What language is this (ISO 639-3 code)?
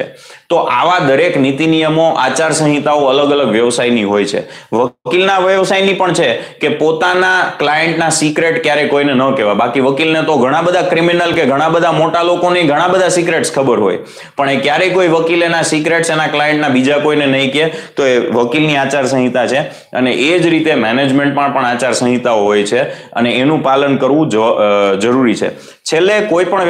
guj